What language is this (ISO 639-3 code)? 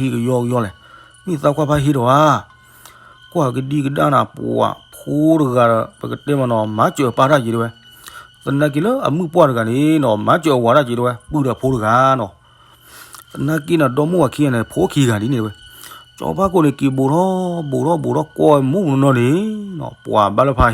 ksw